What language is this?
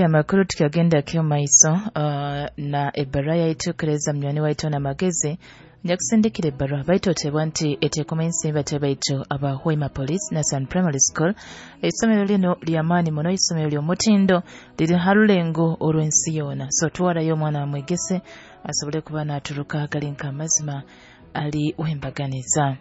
Nyoro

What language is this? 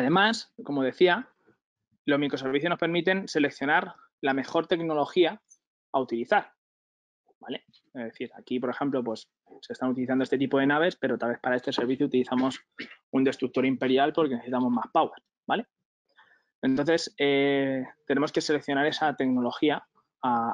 Spanish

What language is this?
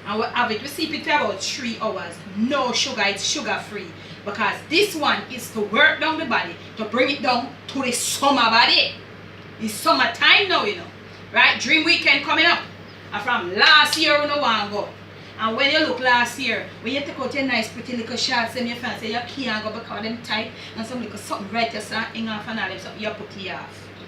Jamaican Creole English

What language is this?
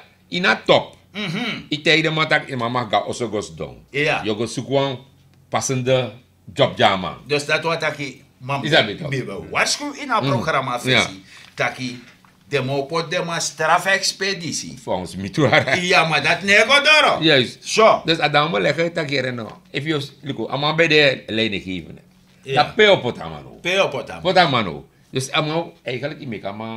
Sranan Tongo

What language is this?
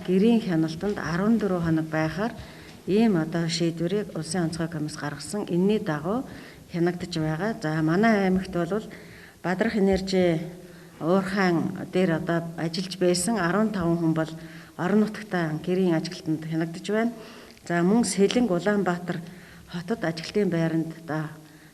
Mongolian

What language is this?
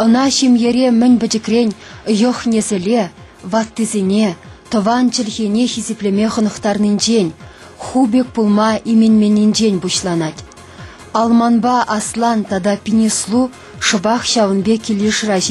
Chuvash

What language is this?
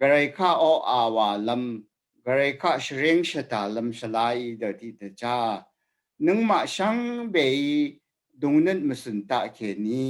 Rawang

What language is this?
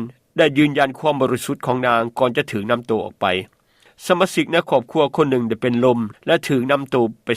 Lao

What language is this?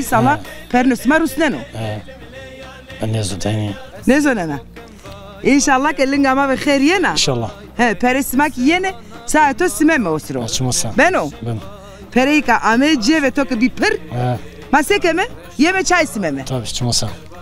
Zaza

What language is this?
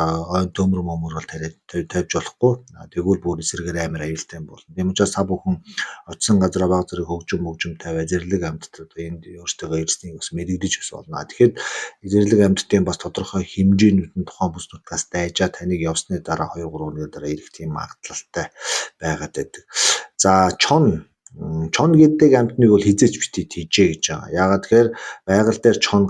Mongolian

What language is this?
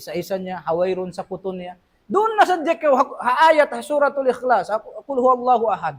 Tausug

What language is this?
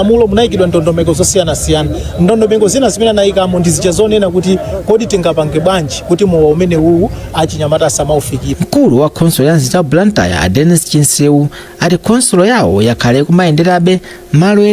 Nyanja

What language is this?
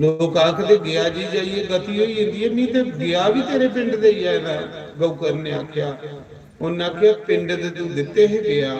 Dogri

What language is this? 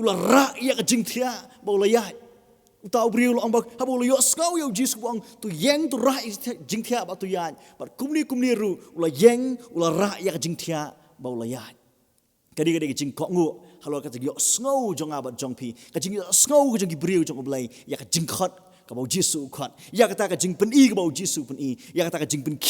Khasi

